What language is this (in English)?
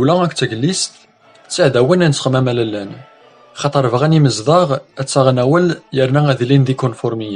Kabyle